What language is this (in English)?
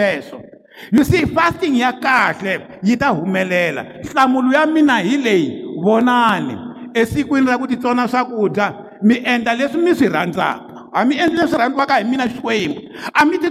Tsonga